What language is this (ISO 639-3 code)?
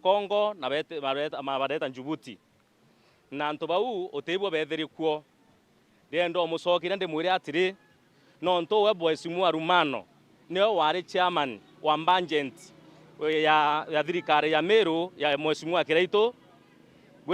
mer